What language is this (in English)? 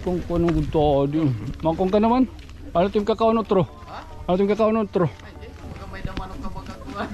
Waray